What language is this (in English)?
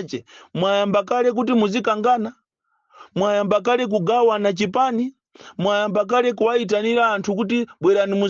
Nyanja